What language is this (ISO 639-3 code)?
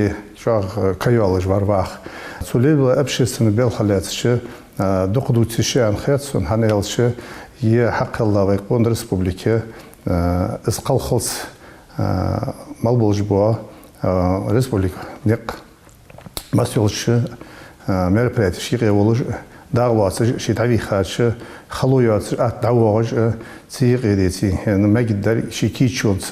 inh